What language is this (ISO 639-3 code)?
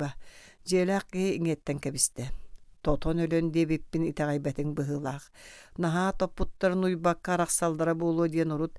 sah